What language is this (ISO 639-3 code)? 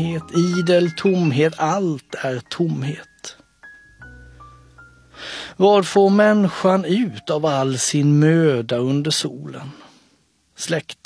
swe